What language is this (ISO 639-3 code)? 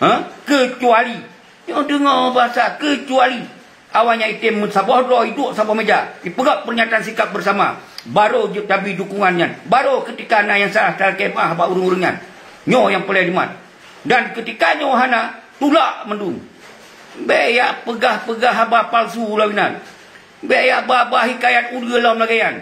ace